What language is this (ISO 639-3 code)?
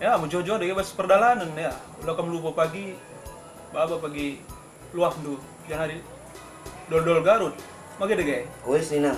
btx